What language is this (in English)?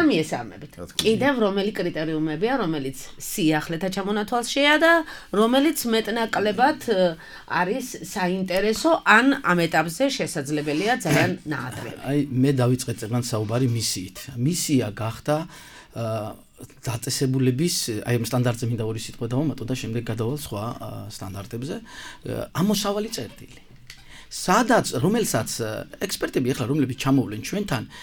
Georgian